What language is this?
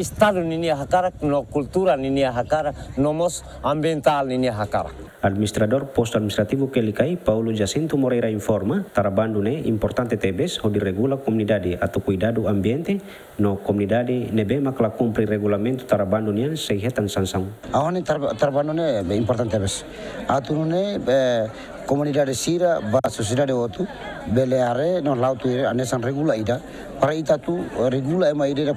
Tetum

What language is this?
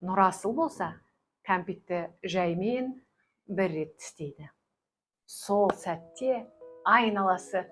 Kazakh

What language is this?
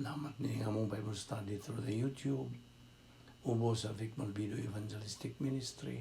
Cebuano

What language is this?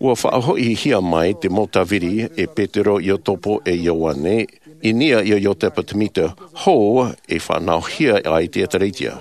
Tahitian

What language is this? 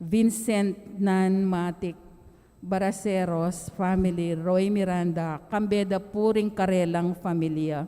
Pampanga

